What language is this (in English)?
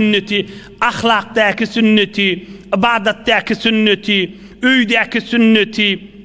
Turkmen